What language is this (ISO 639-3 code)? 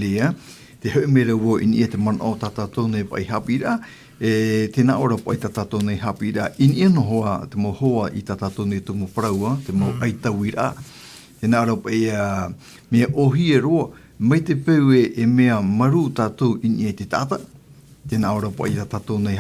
tah